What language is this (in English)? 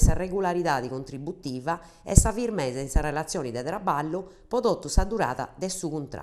Sardinian